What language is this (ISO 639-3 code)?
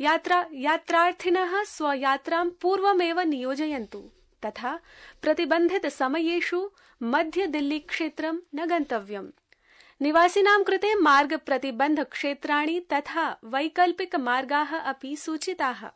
san